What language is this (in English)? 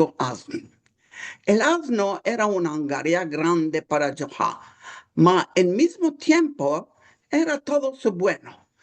Ladino